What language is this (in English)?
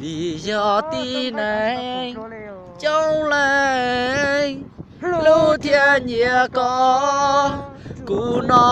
Hmong